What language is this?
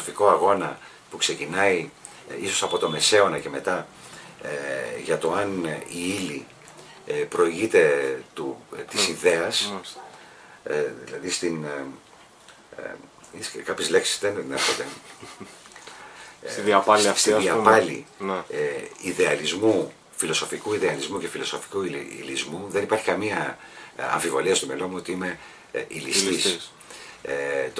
Greek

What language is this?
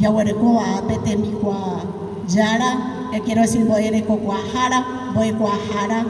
Guarani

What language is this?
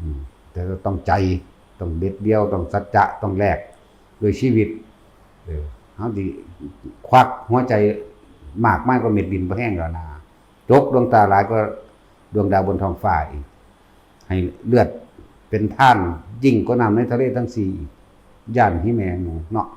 Northeastern Thai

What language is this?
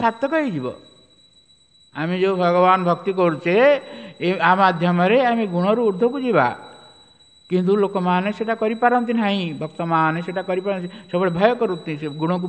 Odia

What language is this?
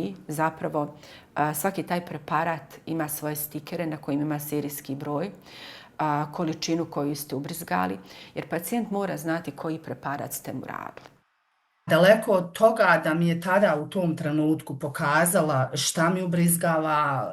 Bosnian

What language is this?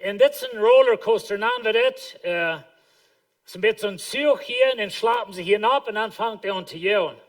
Plautdietsch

